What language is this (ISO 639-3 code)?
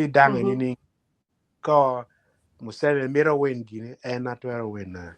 ach